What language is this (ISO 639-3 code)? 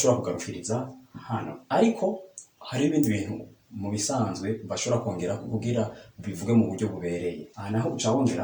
run